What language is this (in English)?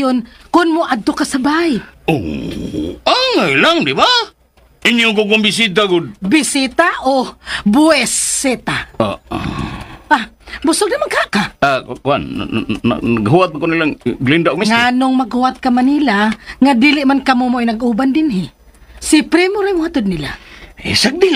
Cebuano